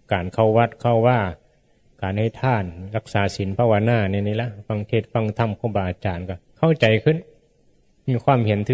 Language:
Northeastern Thai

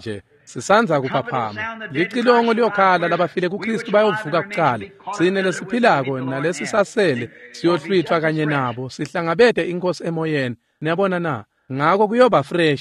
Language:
Swati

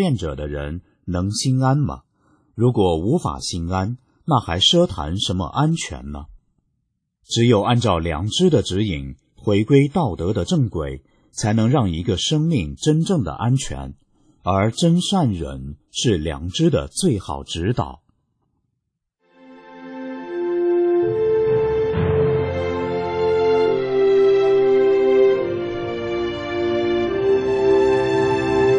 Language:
Chinese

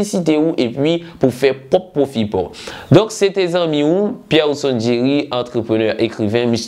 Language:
Haitian Creole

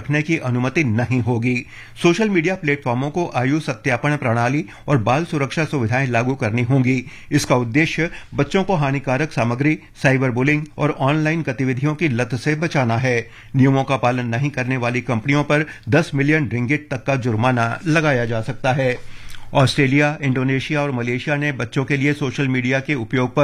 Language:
Hindi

